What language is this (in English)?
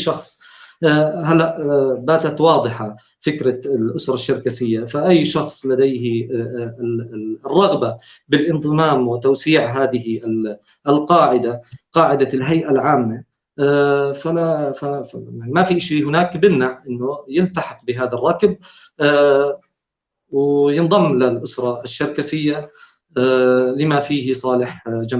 North Levantine Arabic